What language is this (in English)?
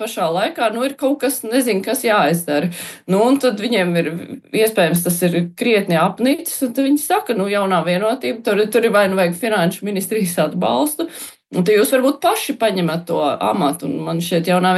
Latvian